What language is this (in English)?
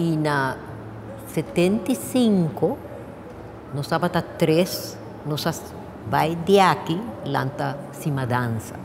Papiamento